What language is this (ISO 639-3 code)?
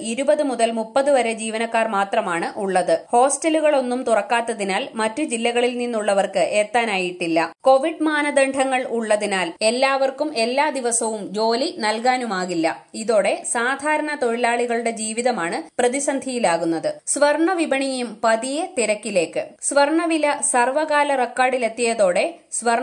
mal